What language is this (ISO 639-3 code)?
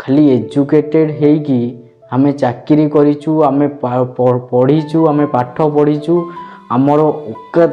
ori